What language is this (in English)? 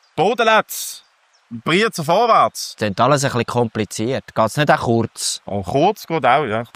Swiss German